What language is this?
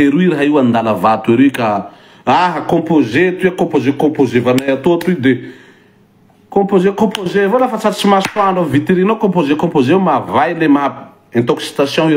Malagasy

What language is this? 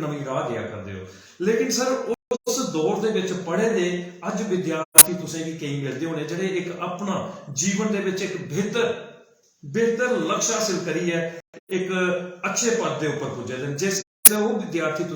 Dogri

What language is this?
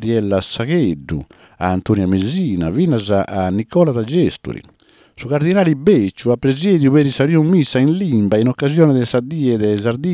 Sardinian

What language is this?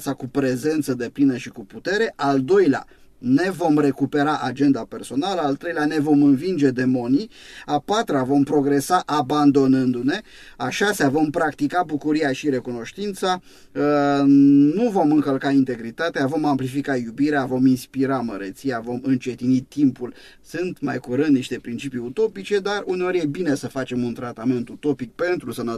Romanian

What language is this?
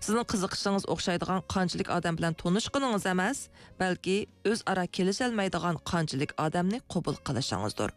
Uyghur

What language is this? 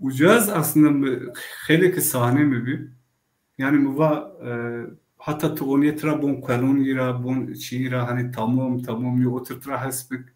Zaza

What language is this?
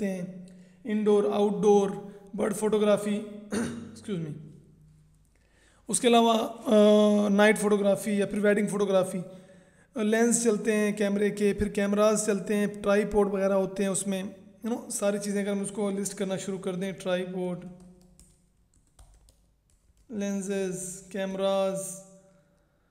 Hindi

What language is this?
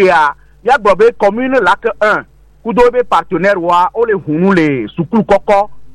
Gen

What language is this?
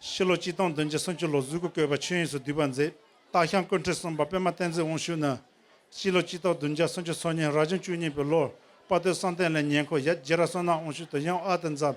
Tibetan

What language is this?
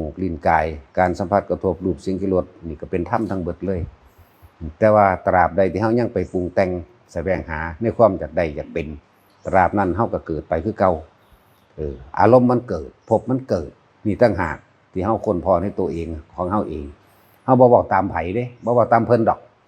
Northeastern Thai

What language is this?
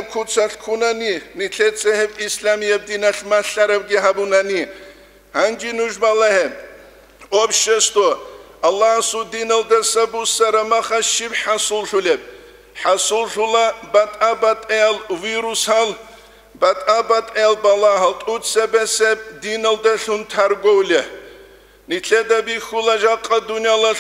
Avaric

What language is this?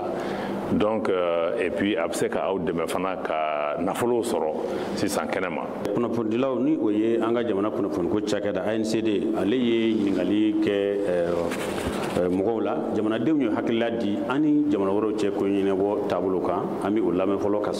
Bambara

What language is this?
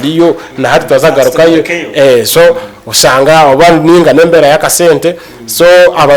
Nyankole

